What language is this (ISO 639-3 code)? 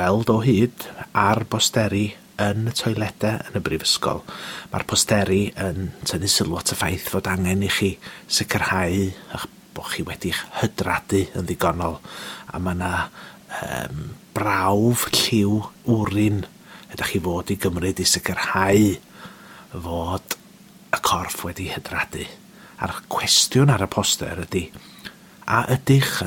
cym